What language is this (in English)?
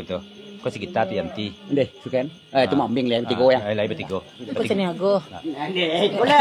Minangkabau